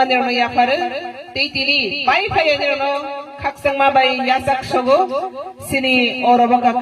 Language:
Kok Borok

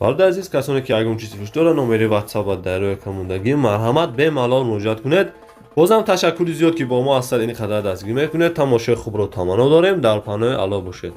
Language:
Tajik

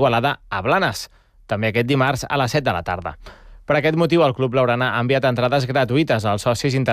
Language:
Catalan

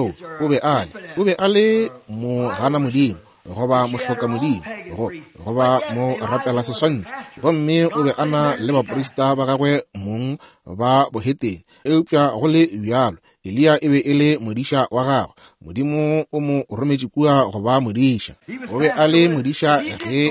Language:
Northern Sotho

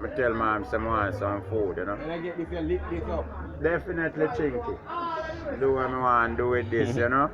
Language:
Jamaican Creole English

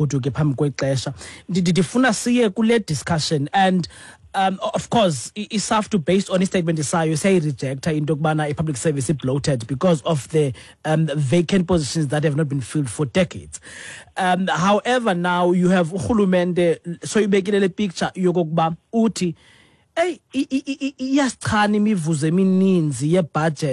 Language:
Xhosa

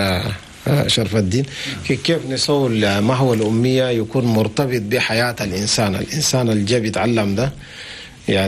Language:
Chadian Arabic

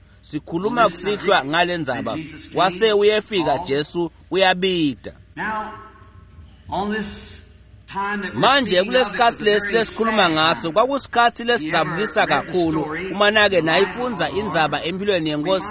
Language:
Swati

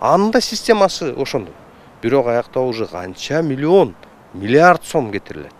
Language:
Kyrgyz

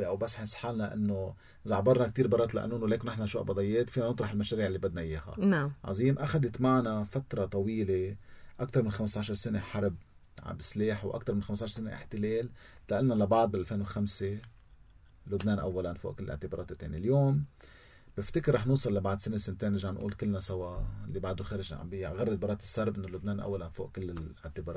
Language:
North Levantine Arabic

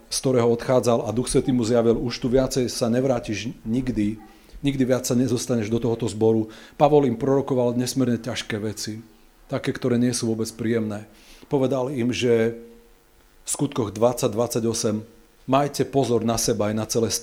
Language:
Slovak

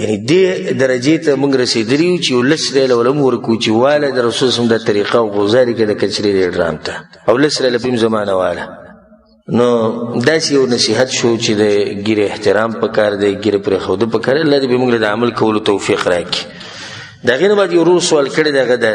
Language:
Pashto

